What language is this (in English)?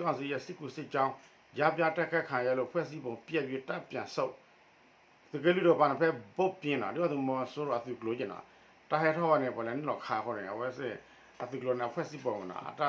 S'gaw Karen